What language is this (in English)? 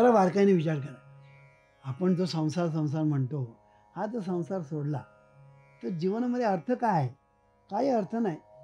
Marathi